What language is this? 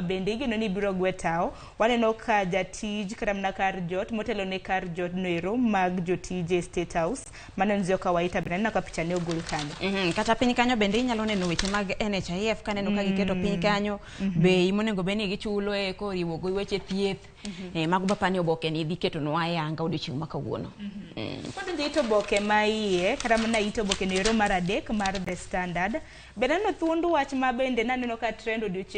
Luo (Kenya and Tanzania)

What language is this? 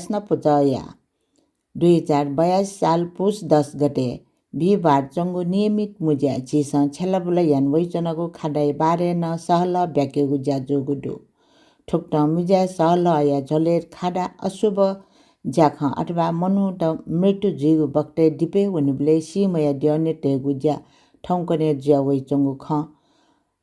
Newari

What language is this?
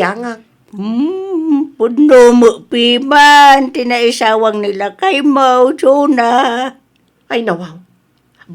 Iloko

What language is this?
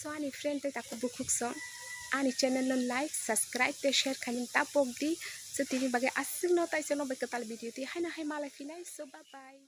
Kok Borok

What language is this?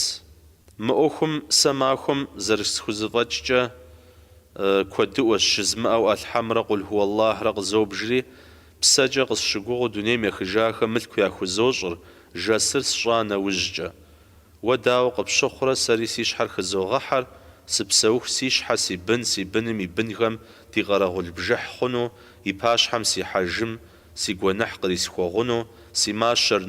Kabardian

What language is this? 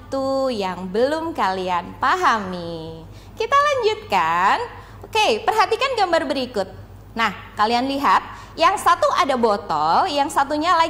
Indonesian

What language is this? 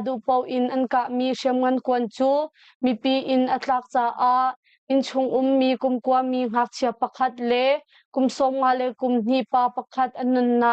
Hakha Chin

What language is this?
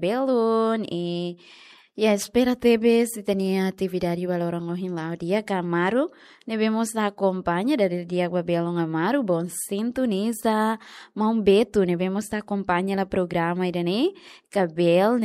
Tetum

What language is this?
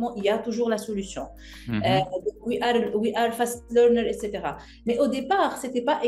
French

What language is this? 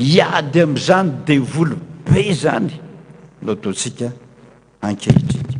Malagasy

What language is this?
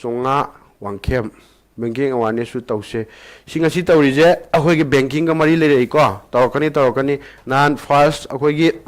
Manipuri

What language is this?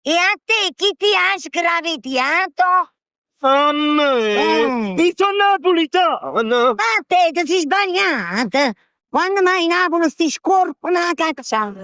Neapolitan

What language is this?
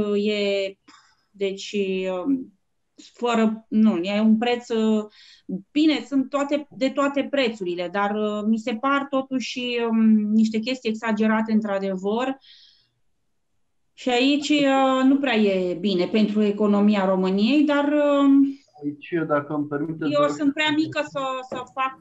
Romanian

